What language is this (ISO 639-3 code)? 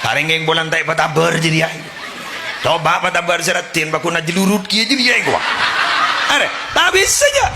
mad